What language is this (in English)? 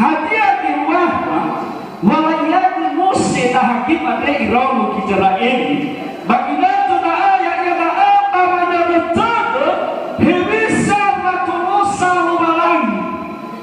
Nias